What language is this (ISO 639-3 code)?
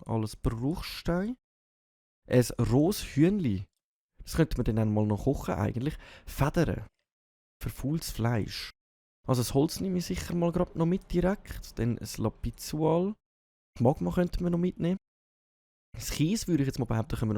gsw